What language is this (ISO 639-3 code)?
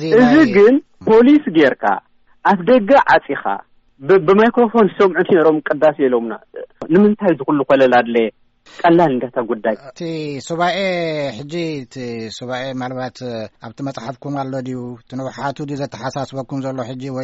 tir